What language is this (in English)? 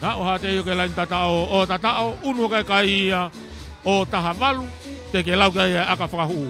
Tongan